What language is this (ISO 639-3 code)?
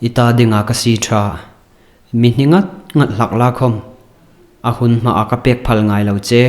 hmr